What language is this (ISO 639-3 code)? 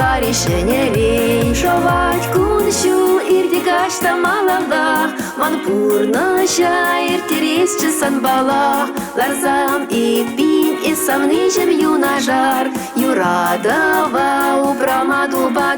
chv